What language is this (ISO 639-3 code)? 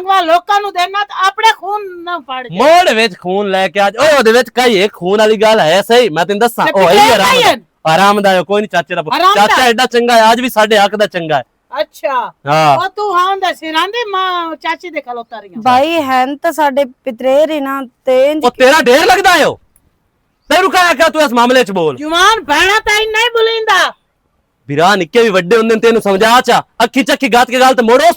lah